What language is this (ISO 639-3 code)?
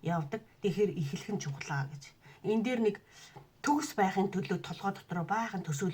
mon